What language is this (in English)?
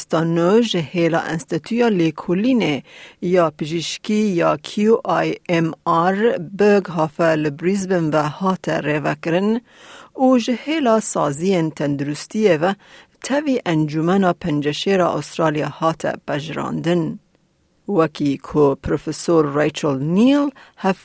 Kurdish